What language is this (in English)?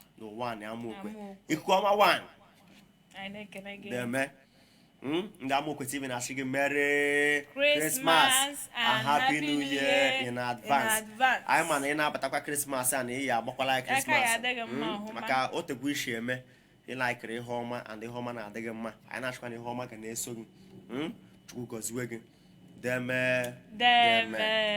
Igbo